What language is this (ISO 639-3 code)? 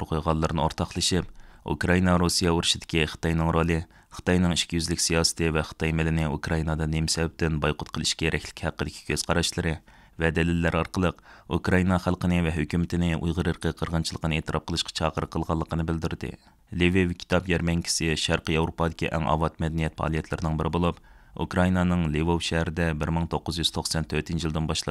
uig